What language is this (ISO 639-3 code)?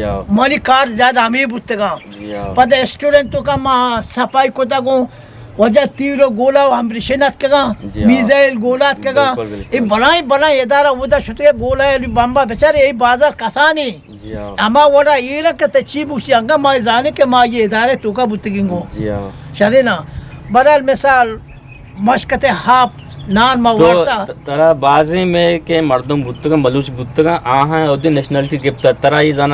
bgp